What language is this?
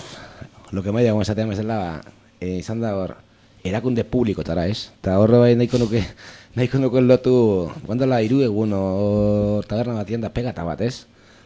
Basque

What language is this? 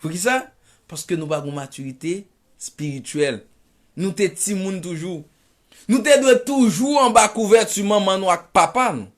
Haitian Creole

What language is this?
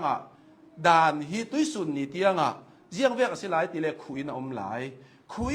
Hakha Chin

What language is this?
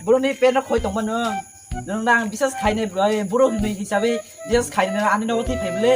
Kok Borok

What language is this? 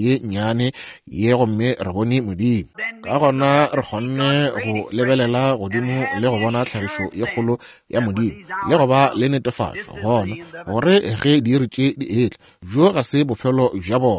Northern Sotho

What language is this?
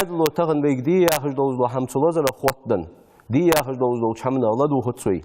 Ingush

